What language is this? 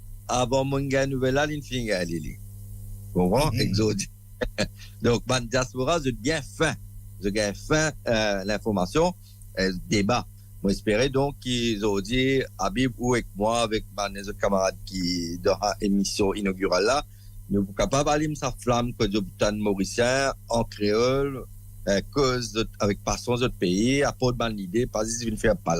Morisyen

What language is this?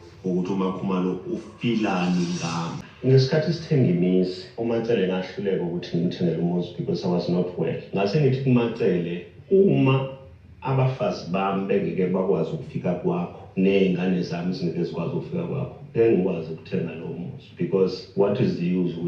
Zulu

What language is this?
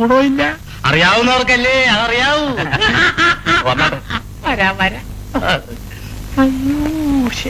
Malayalam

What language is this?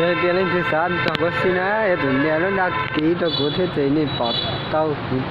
Hmong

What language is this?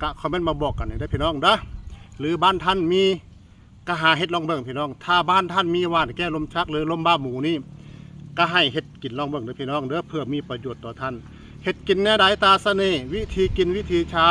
Northeastern Thai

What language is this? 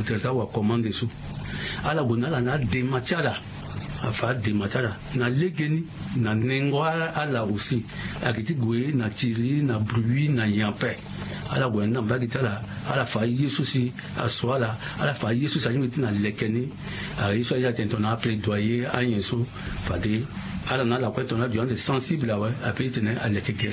Sango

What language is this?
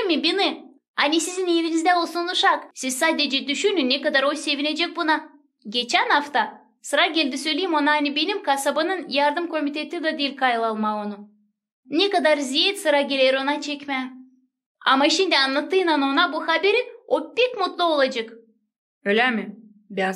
Gagauz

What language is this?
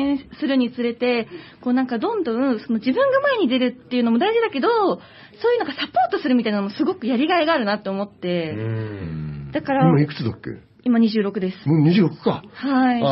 Japanese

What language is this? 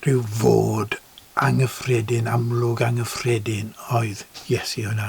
Welsh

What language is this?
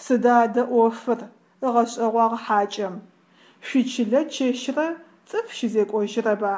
Adyghe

